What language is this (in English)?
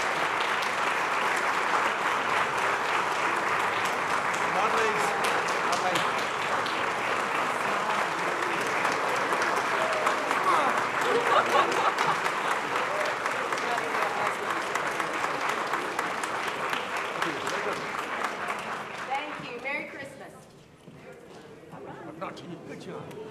English